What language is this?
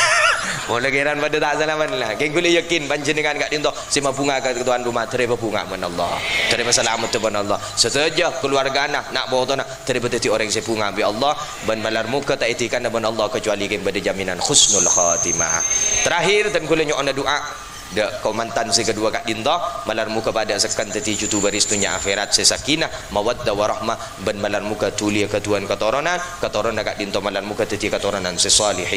Madurese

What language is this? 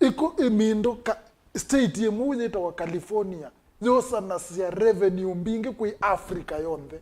Kamba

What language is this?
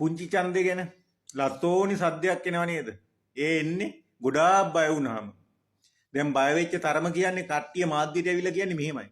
Sinhala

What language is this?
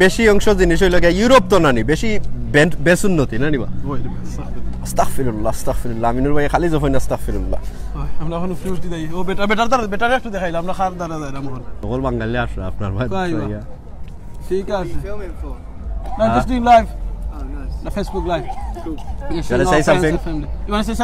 Sylheti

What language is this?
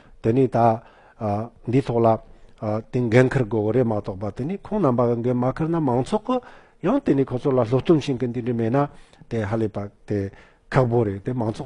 Tibetan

